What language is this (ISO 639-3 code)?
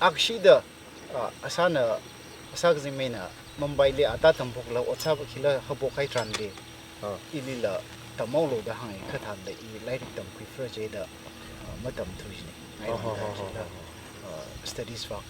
nmf